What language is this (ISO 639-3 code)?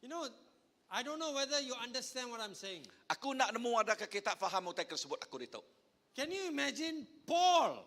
iba